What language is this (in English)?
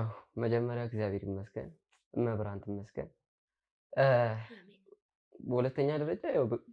Amharic